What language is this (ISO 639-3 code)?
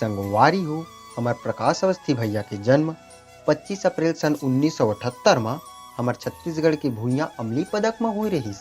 hne